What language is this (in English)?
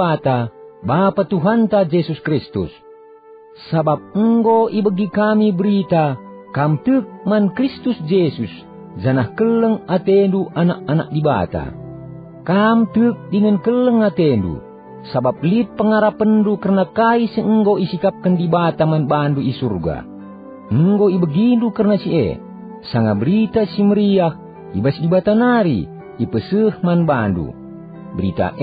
Batak Karo